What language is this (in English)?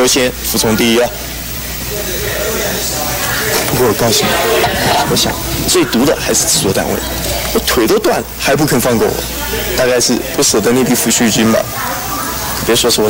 Chinese